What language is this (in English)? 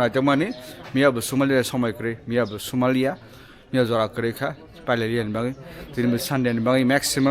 Kok Borok